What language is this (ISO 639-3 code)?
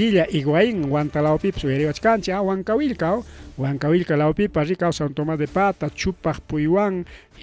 quy